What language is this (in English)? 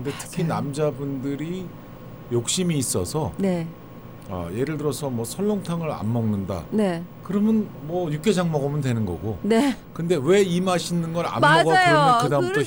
Korean